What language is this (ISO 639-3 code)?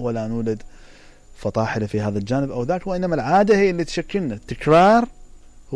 acm